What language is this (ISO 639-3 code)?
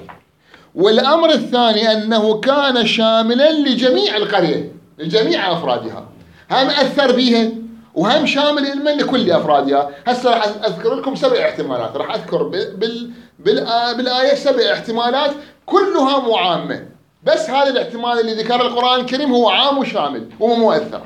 acm